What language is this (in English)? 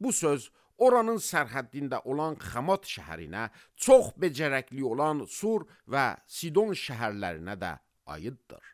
Azerbaijani